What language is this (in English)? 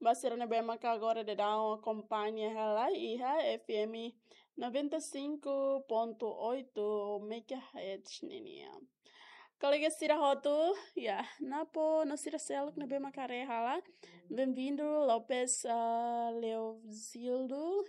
Tetum